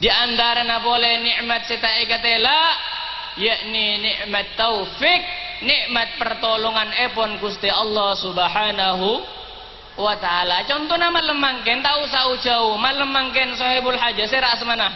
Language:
Madurese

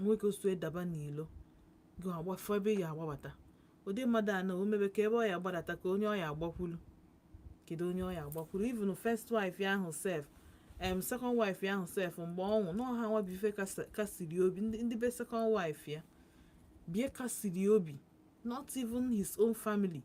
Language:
Igbo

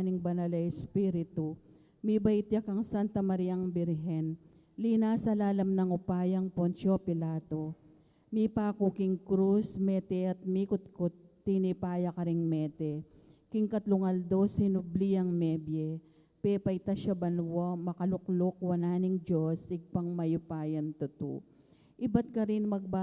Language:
Pampanga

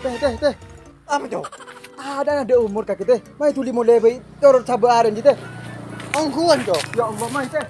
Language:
Madurese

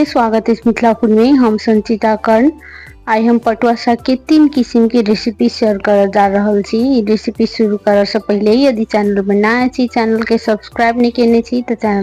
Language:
Maithili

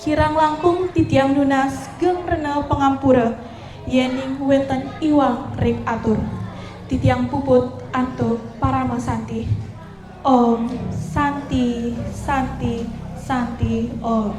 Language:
Balinese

